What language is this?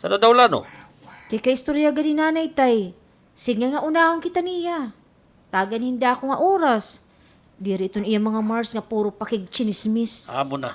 Waray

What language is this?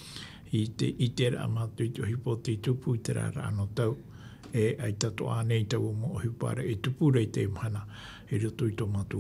Tahitian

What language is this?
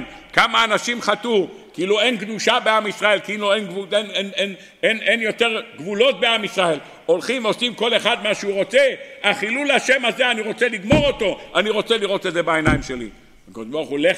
Hebrew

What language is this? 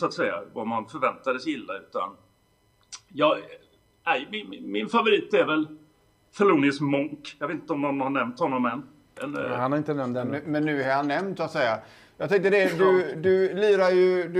Swedish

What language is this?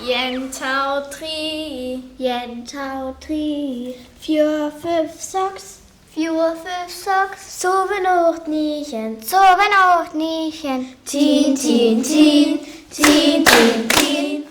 Northern Frisian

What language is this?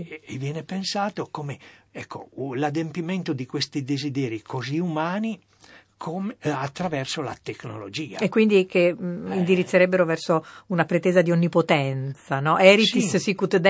Italian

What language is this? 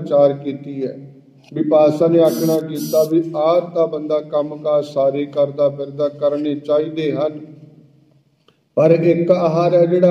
Punjabi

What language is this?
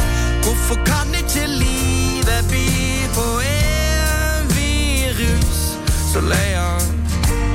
Norwegian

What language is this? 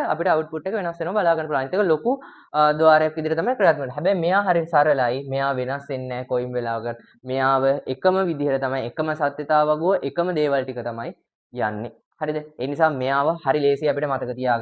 Sinhala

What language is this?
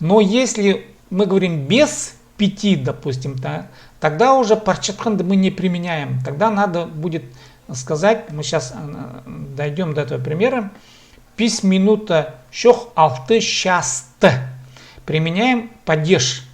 Khakas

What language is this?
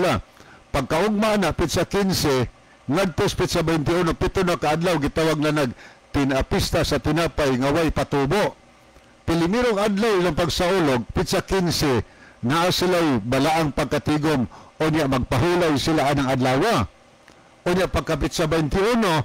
Cebuano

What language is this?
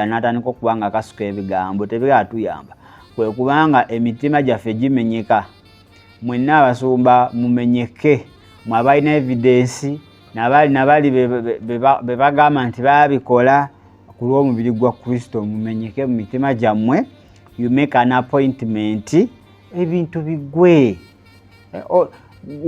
Ganda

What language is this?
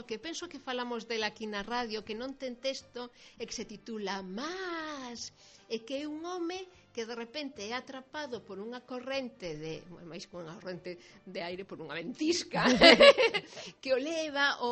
Galician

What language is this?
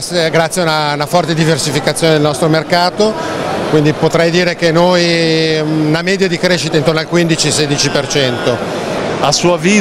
Italian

